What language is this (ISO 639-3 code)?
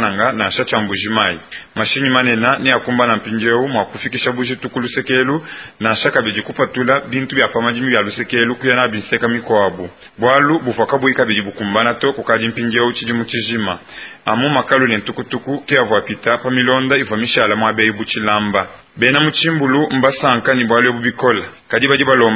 lua